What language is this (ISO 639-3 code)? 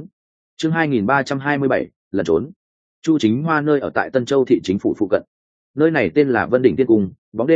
vie